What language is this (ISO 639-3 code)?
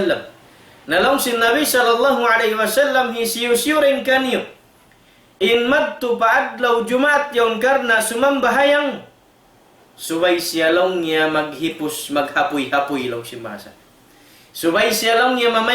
tsg